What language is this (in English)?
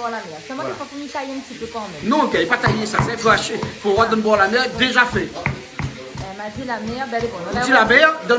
Réunion Creole French